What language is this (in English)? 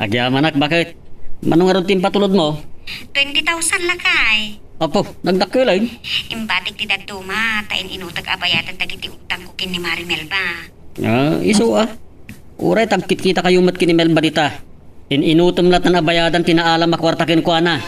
Iloko